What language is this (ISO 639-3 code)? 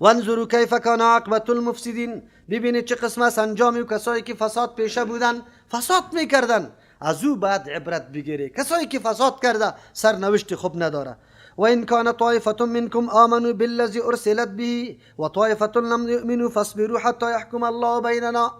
fas